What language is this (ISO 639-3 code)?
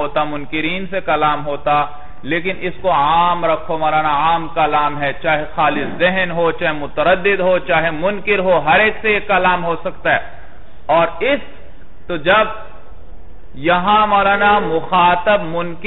urd